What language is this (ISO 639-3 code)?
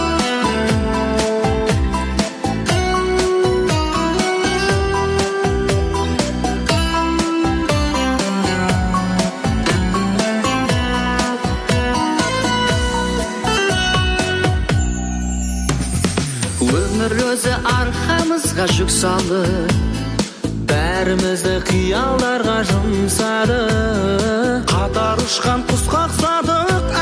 kaz